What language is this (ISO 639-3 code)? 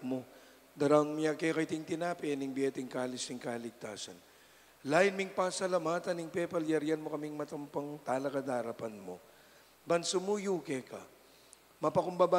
pam